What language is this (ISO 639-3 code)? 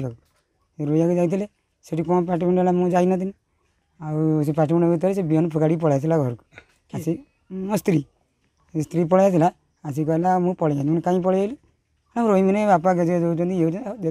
ori